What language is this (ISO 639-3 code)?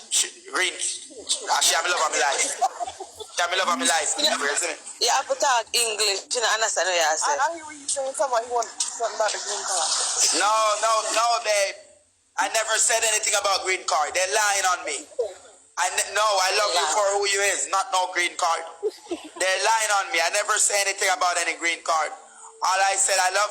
jam